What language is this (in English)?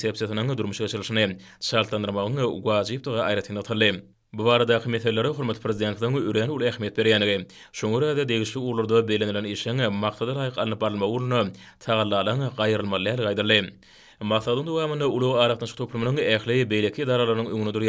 Turkmen